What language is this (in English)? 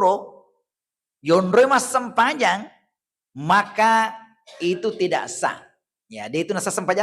Buginese